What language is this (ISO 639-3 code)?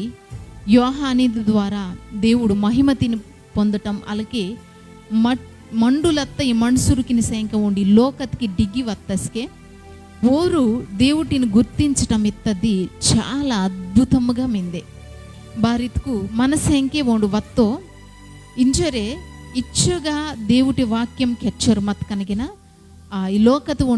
kff